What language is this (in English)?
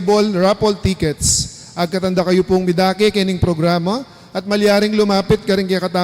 Pampanga